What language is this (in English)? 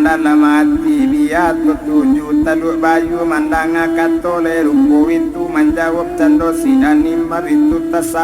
Minangkabau